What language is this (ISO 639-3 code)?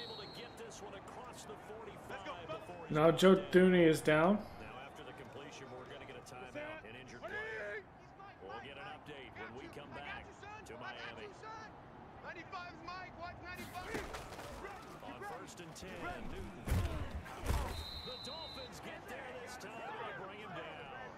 eng